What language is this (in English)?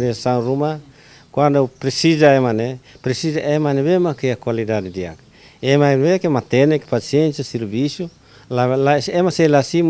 Tetum